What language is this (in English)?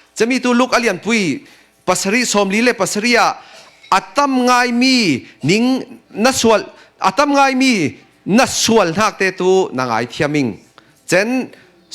Falam Chin